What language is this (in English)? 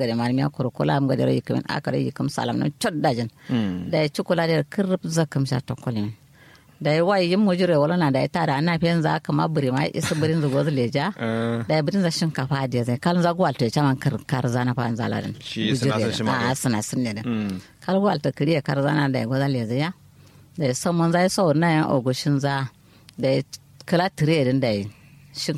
Kanuri